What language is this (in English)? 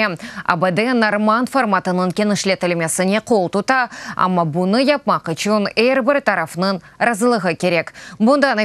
Crimean Tatar